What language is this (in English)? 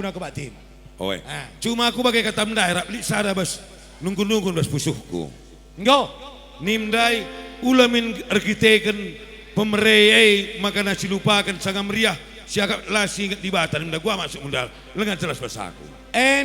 Batak Karo